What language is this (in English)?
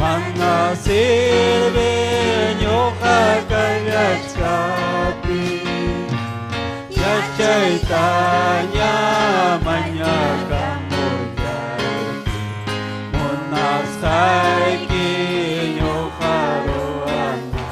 Ayacucho Quechua